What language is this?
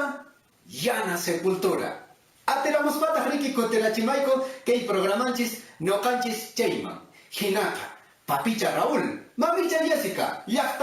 Quechua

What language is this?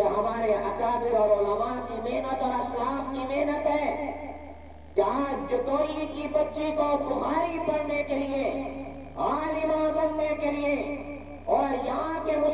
Urdu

